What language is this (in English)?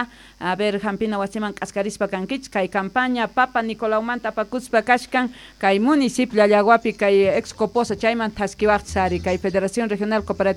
Quechua